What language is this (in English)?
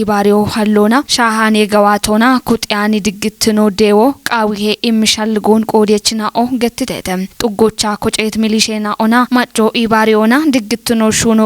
Kafa